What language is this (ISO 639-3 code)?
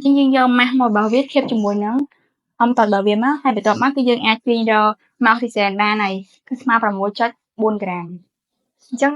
khm